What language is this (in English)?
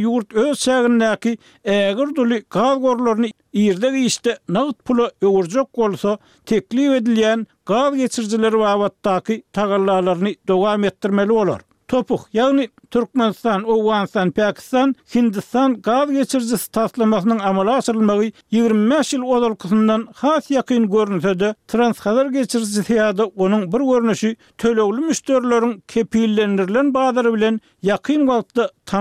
Turkmen